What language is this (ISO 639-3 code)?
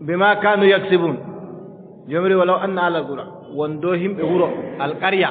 fub